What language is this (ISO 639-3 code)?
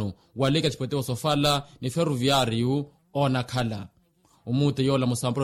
vmw